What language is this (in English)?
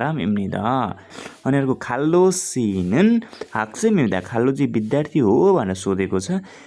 Nepali